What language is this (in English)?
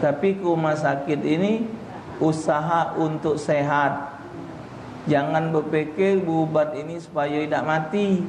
Musi